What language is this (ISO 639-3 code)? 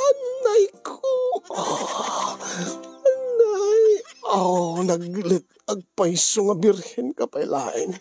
ilo